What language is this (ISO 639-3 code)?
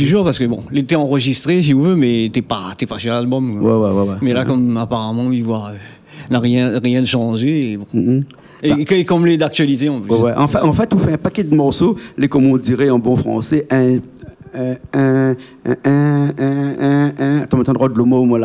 rcf